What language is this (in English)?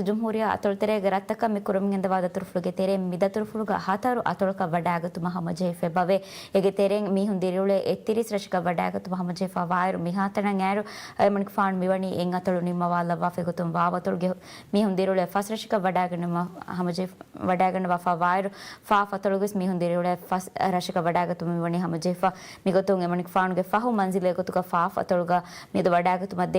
Divehi